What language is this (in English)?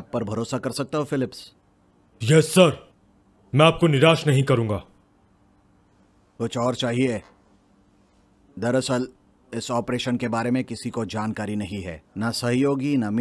Hindi